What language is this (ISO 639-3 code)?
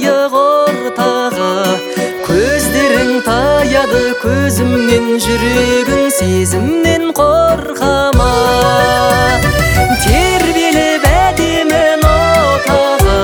kaz